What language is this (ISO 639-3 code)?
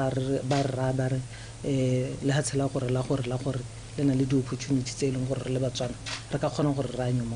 tsn